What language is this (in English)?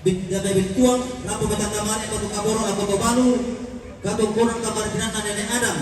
Toraja-Sa'dan